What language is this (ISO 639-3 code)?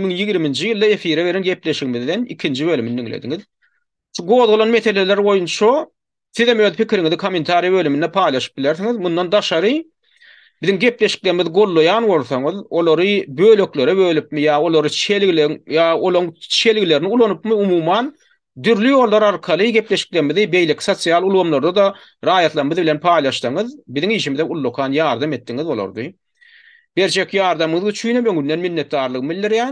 tuk